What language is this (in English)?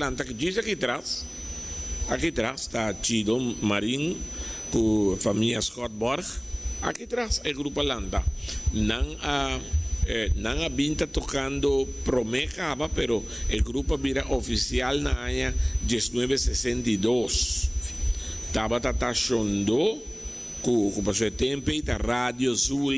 Papiamento